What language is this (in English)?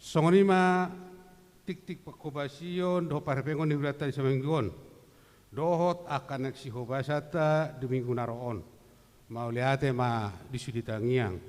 Batak Toba